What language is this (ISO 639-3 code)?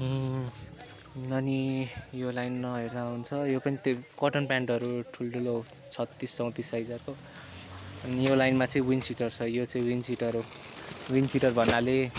nep